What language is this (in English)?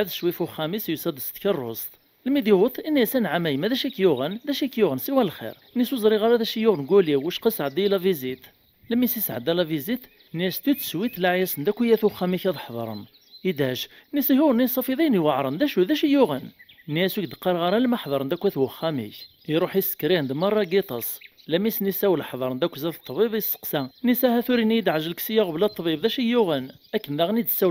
Kabyle